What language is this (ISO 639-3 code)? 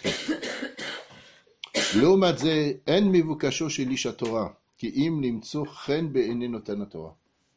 heb